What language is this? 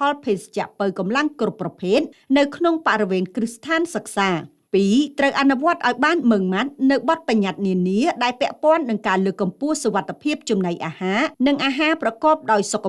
Khmer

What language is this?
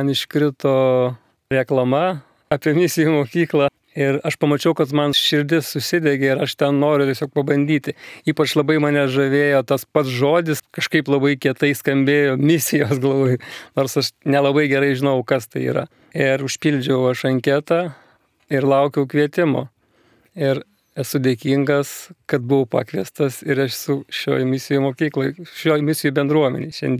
Lithuanian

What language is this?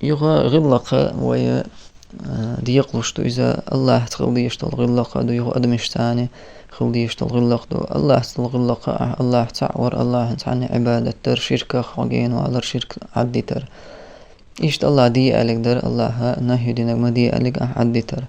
Chechen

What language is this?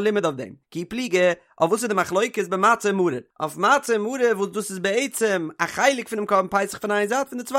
Yiddish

